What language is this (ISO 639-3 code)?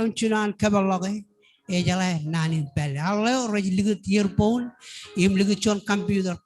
mah